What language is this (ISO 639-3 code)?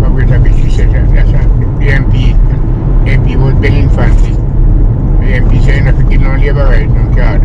jam